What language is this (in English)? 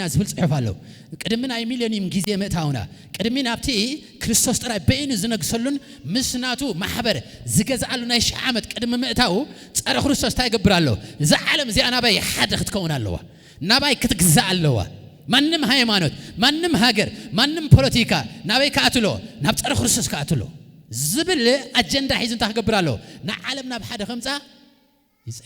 Tigrinya